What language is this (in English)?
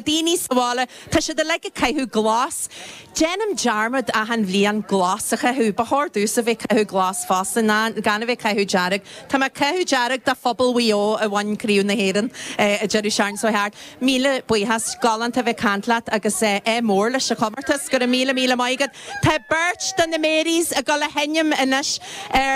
Irish